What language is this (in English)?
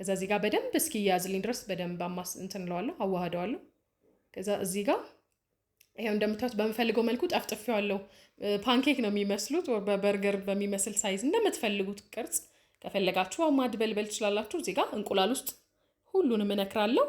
Amharic